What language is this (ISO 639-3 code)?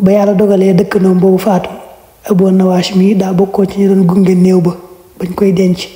wol